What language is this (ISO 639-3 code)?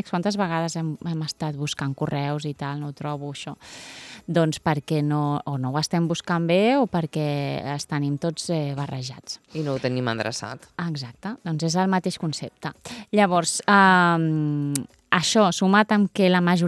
cat